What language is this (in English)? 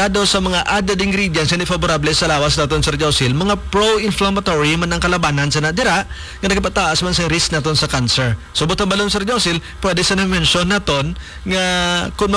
Hiligaynon